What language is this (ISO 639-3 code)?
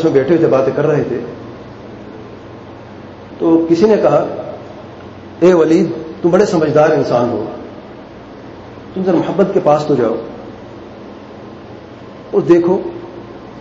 urd